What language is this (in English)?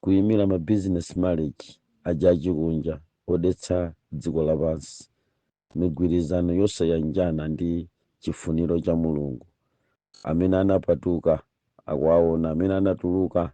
Nyanja